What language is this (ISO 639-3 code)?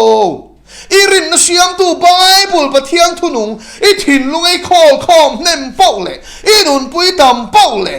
lus